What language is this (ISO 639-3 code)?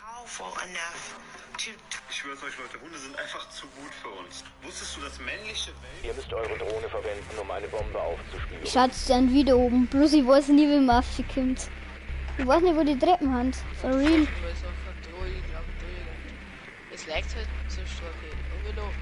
bar